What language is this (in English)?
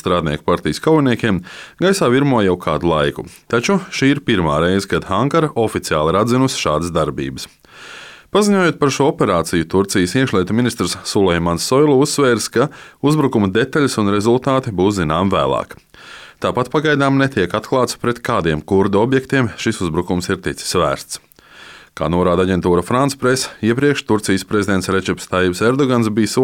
Latvian